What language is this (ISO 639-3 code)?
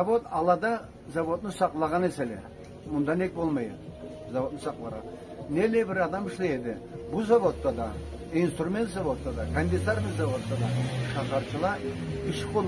krc